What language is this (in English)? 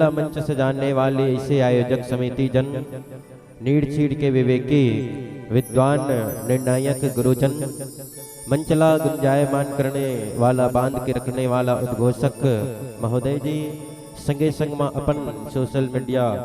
Chhattisgarhi